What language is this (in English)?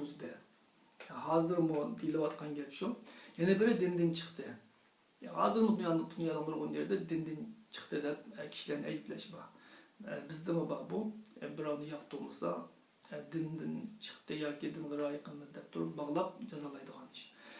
Uyghur